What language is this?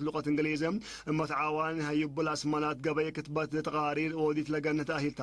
Tigre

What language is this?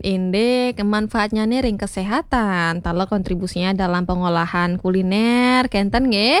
Balinese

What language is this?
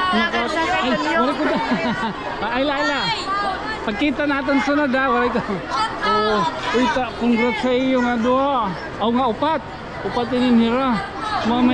Waray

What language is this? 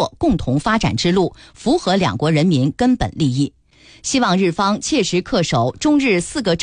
Chinese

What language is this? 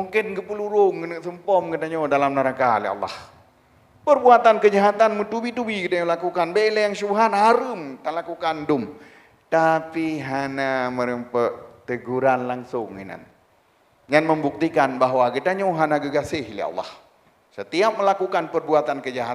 Achinese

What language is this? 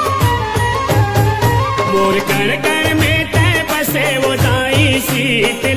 Chhattisgarhi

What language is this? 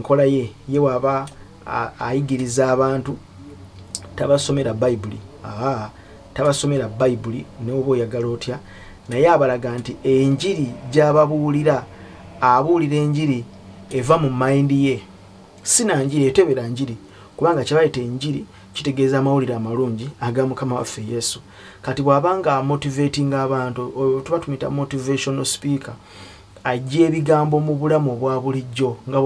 Ganda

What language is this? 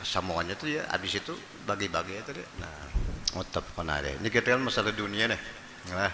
Banjar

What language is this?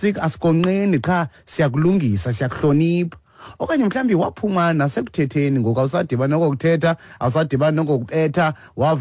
Xhosa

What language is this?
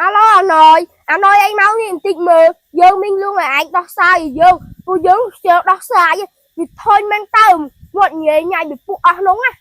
Khmer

